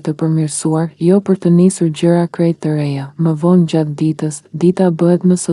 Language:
Albanian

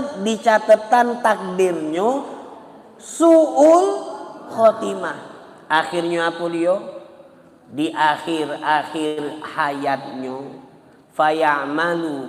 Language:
Musi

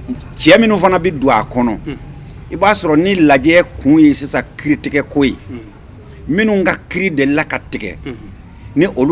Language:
Bambara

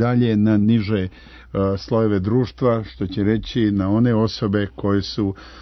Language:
Serbian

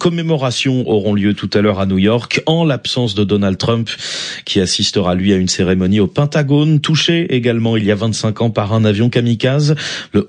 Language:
French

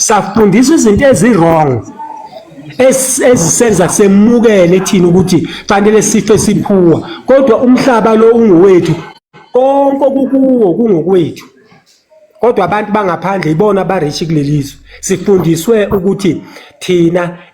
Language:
Zulu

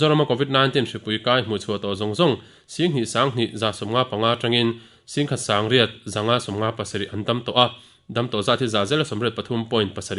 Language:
Mizo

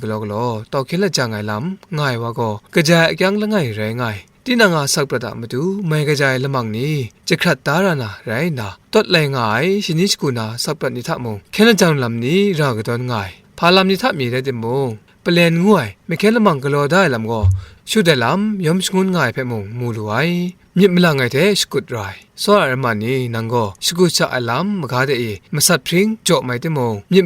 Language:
Kachin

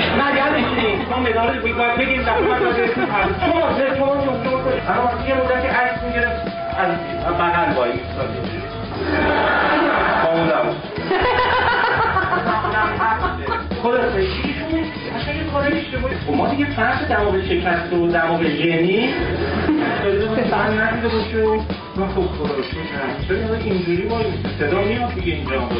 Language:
Persian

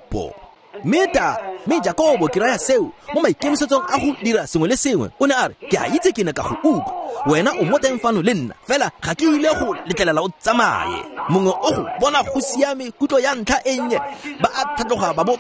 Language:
Tswana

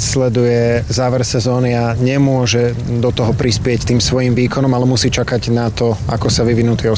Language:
Slovak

